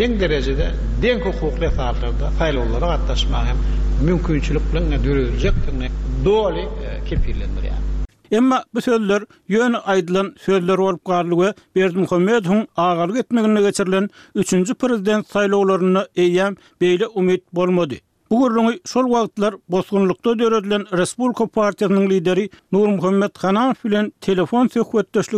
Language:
Turkmen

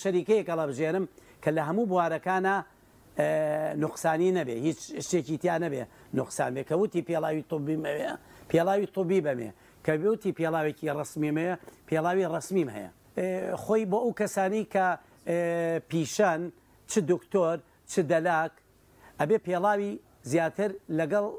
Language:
Central Kurdish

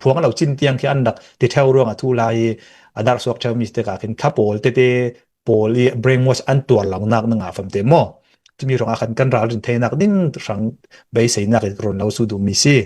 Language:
Hakha Chin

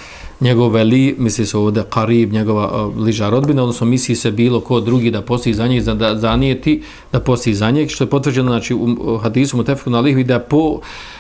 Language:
Bosnian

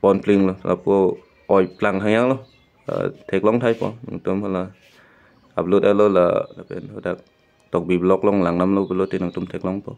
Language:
Karbi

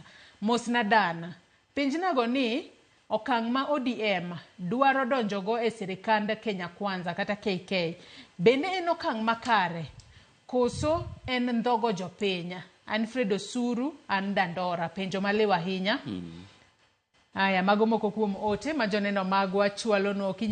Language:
Luo (Kenya and Tanzania)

